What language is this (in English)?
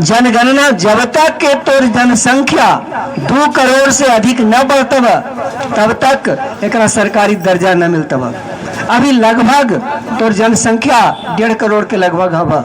Magahi